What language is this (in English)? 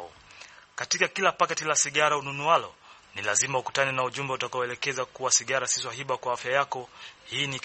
Swahili